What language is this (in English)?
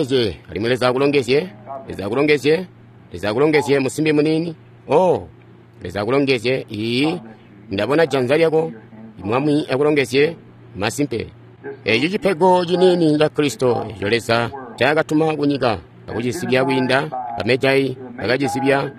Tonga (Zambia)